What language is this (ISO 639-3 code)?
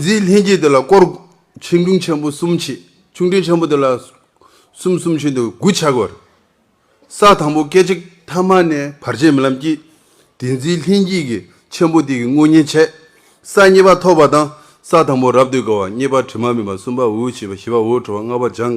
bod